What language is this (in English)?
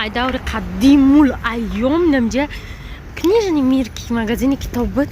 Tajik